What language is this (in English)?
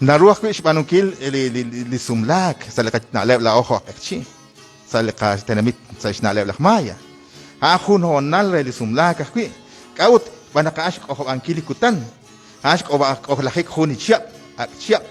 Kekchí